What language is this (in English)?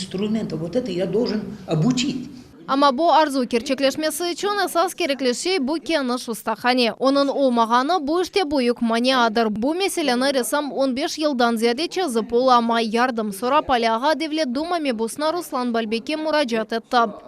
Crimean Tatar